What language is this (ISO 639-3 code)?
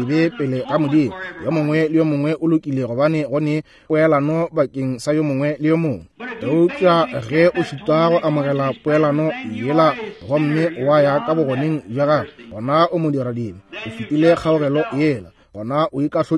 nso